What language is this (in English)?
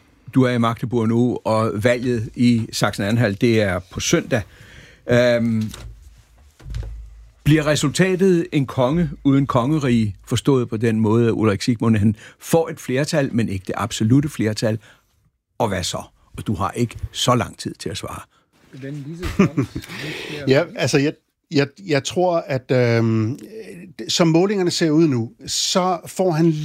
Danish